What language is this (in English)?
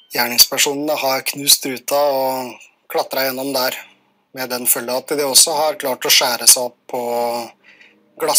Norwegian